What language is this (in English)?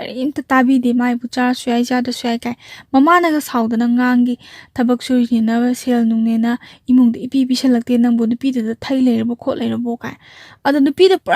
Manipuri